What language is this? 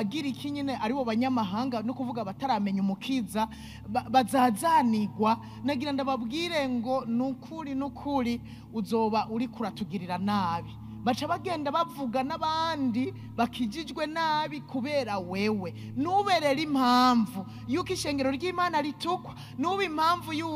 Rundi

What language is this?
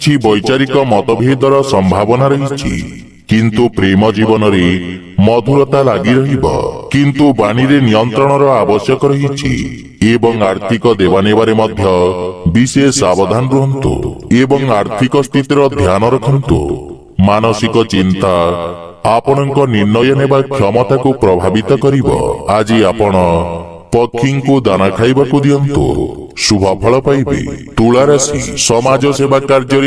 Odia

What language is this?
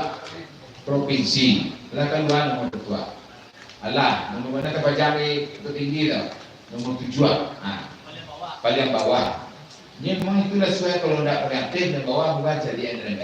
Minangkabau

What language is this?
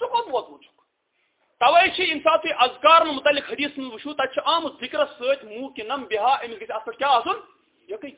Kashmiri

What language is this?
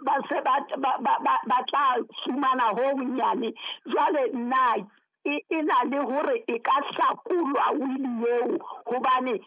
Southern Sotho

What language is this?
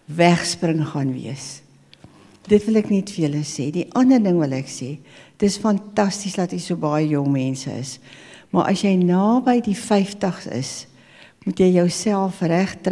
Afrikaans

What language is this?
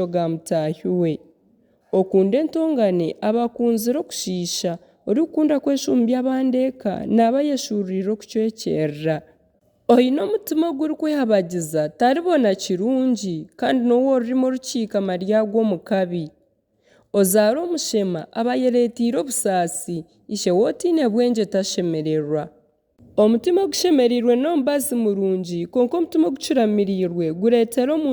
Nyankole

